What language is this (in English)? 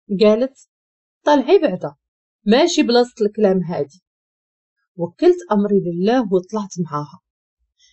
Moroccan Arabic